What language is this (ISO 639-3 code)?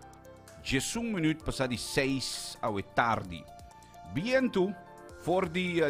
pap